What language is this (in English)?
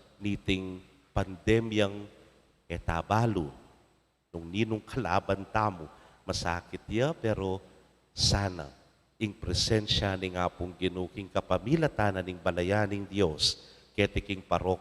Pampanga